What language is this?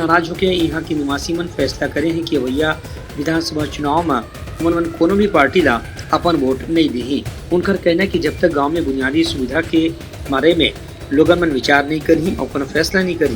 Chhattisgarhi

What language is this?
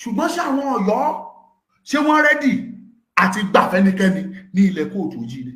Yoruba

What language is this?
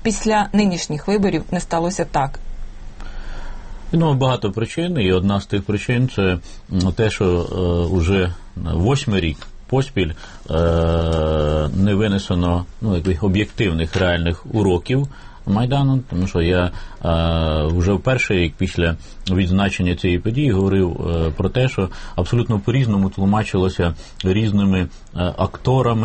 Ukrainian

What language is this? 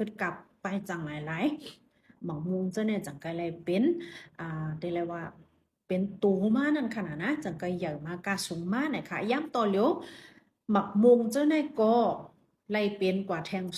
Shan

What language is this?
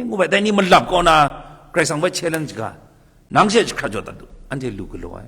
Kachin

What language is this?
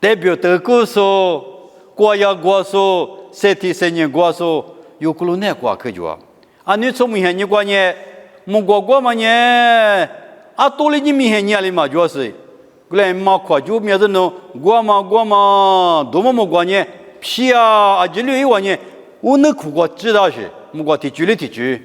Lisu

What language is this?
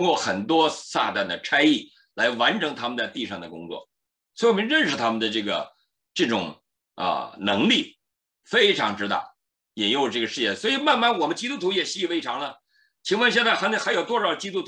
Chinese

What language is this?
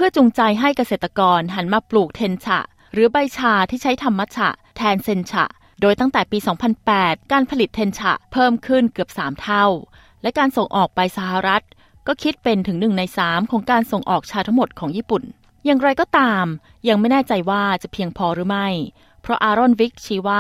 Thai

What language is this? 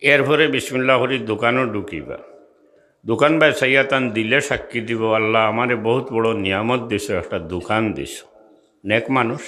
Sylheti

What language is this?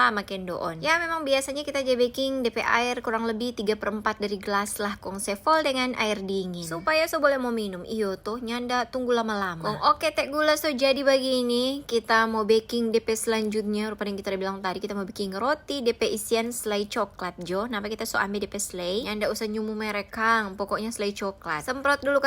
Manado Malay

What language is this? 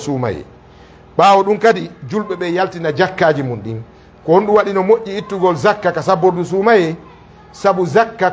Fula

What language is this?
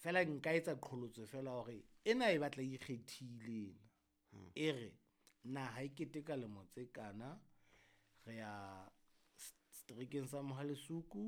Southern Sotho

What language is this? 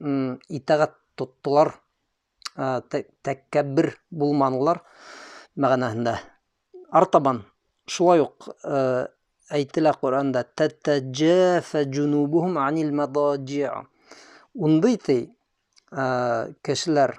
Bashkir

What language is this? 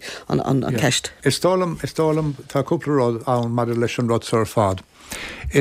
Irish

